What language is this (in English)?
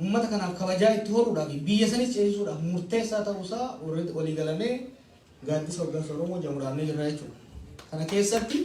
Oromo